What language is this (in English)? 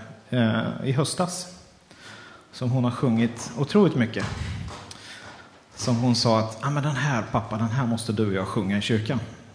Swedish